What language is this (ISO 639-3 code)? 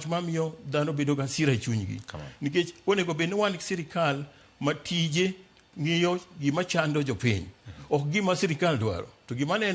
luo